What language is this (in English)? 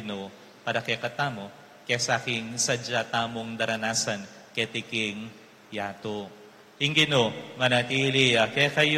Pampanga